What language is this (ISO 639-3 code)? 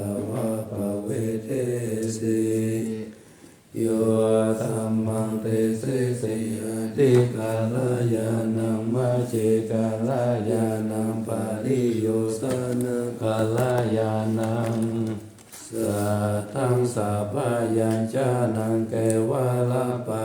pli